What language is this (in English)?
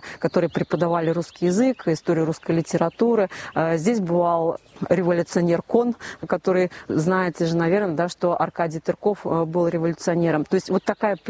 Russian